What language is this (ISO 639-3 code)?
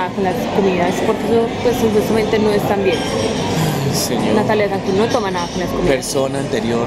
spa